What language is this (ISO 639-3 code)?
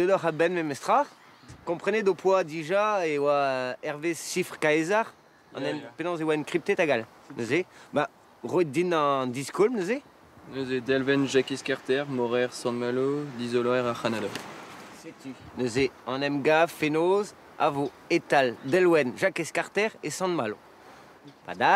bre